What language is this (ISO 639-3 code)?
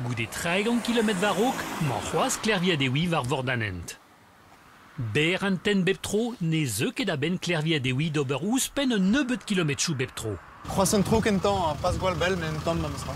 bre